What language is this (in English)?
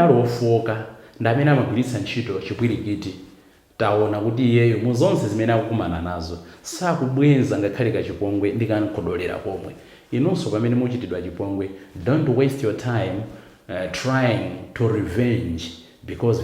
Nyanja